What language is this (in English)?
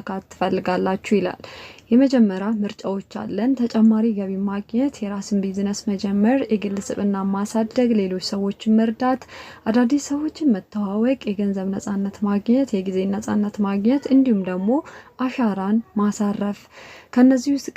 Amharic